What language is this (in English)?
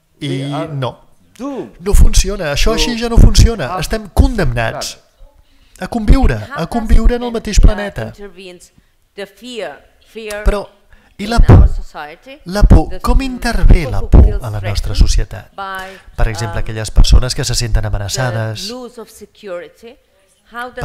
Catalan